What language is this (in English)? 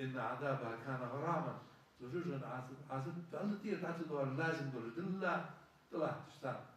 Ingush